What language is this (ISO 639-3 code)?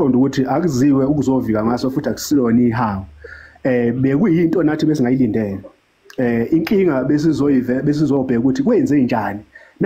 zul